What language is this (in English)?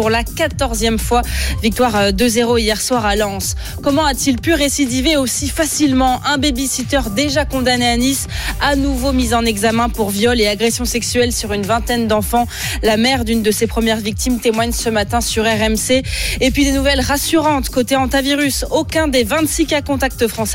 French